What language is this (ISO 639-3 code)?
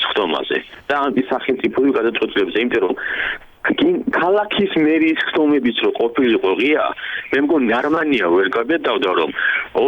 kat